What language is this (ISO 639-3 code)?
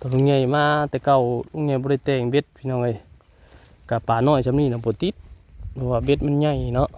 tts